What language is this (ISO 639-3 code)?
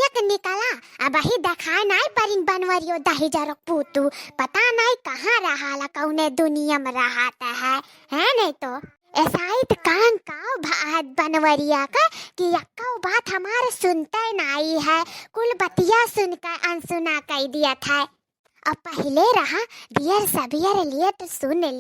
awa